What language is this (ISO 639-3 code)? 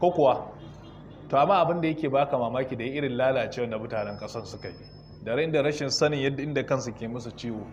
hau